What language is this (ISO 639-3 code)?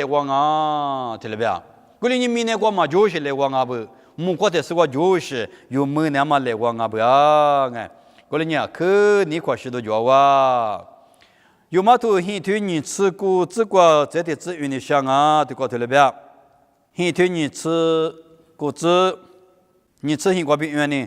lis